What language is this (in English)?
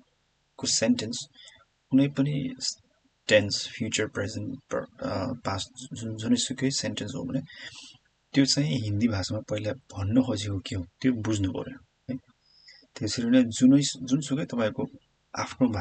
Nepali